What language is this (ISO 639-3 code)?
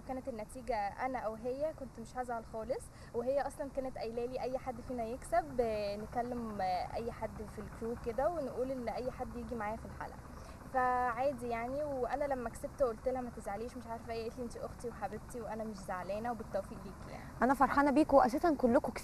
arz